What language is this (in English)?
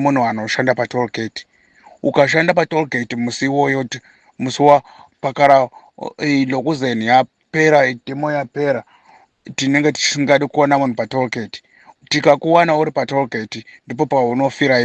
Shona